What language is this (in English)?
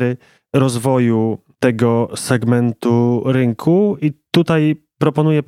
Polish